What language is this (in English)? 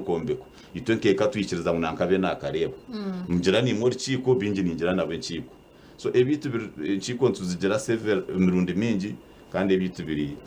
Nyankole